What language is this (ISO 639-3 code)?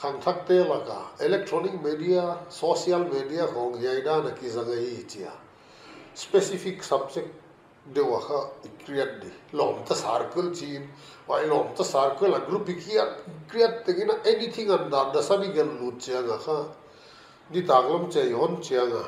pck